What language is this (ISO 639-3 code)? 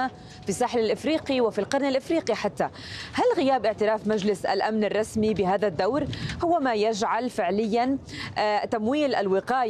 ara